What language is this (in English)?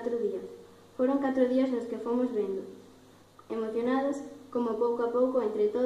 Galician